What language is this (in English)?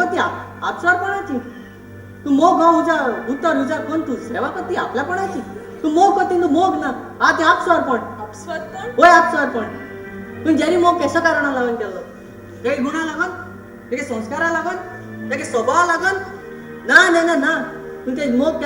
Konkani